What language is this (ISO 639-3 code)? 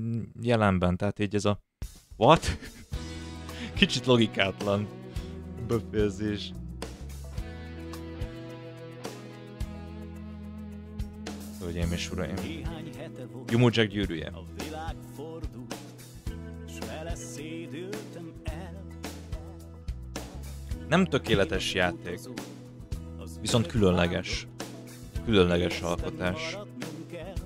hun